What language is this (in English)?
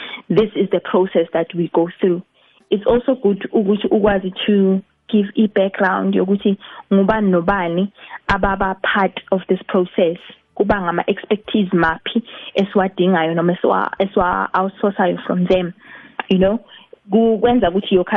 South Ndebele